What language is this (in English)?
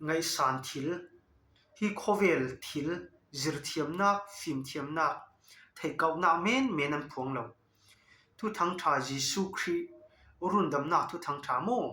Falam Chin